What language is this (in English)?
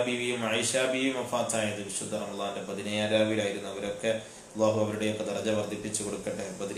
Malayalam